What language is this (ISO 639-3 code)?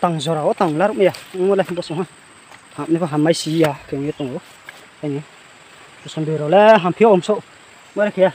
ria